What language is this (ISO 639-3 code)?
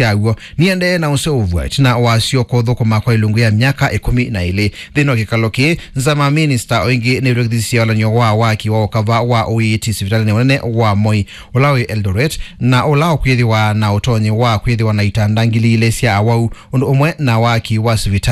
kam